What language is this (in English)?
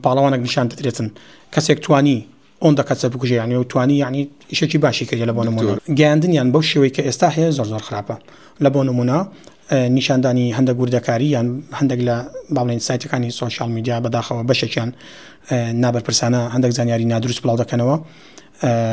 Central Kurdish